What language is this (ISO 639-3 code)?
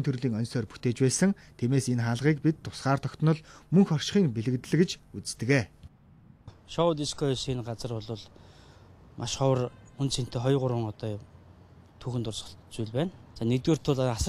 mon